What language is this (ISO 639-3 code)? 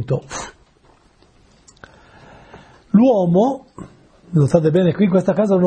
ita